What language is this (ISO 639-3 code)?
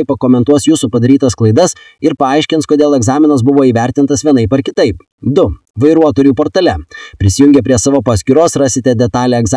lit